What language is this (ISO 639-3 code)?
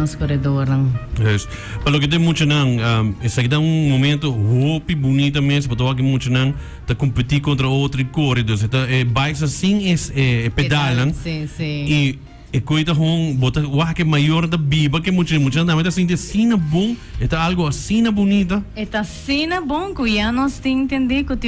pap